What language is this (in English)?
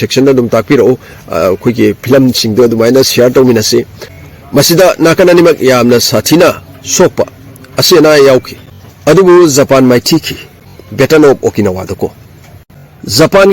Manipuri